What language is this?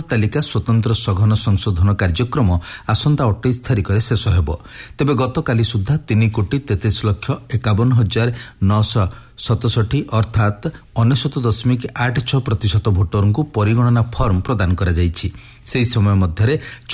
Odia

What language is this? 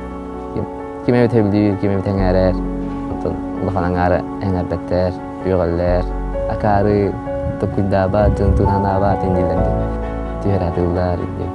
Yakut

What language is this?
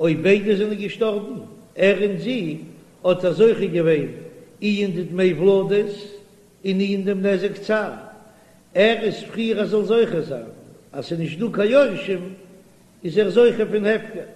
Yiddish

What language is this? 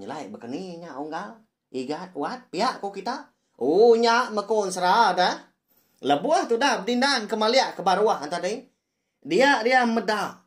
Iban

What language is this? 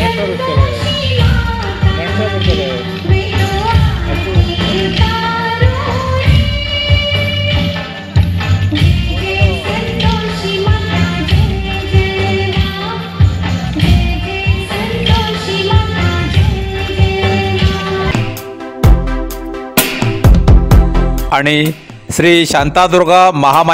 Konkani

